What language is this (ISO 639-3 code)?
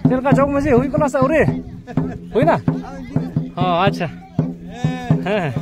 sat